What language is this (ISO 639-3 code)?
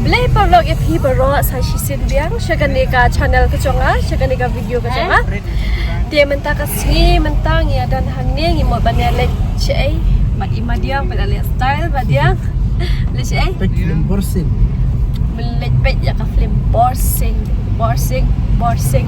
kha